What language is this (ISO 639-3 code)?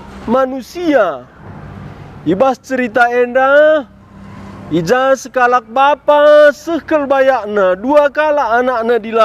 btx